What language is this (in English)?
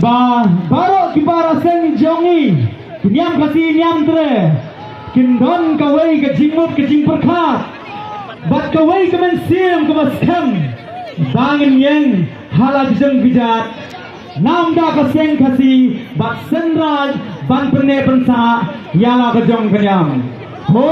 Khasi